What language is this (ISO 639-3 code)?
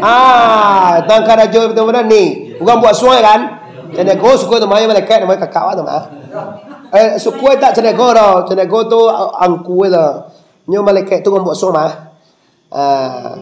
min